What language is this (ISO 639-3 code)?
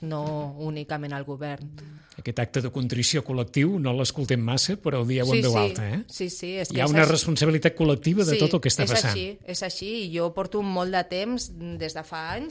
cat